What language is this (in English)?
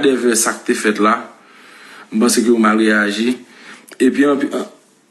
Haitian Creole